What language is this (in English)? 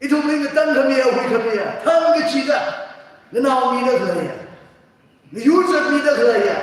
Tangkhul Naga (India)